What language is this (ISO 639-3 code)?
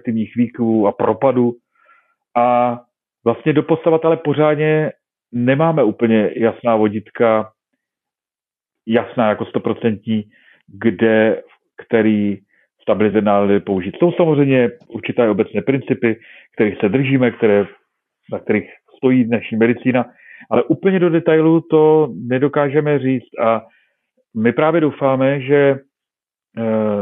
ces